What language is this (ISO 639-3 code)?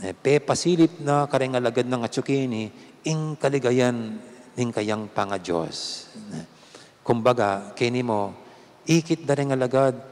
pam